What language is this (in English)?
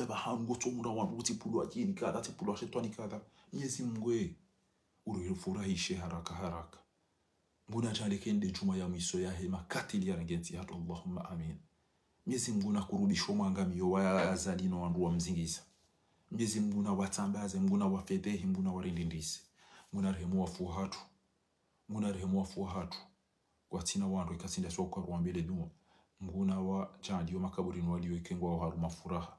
Ngazidja Comorian